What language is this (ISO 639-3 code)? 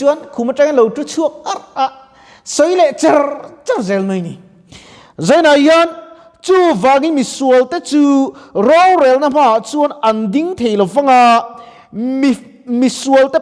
lus